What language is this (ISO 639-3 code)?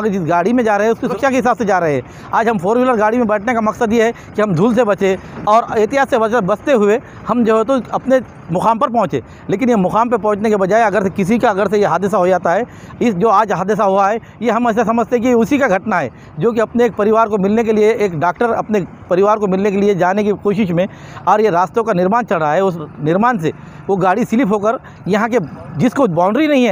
hin